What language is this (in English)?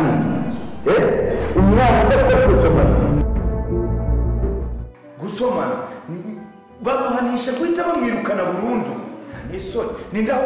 Kinyarwanda